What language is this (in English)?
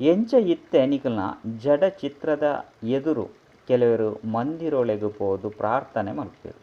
Tulu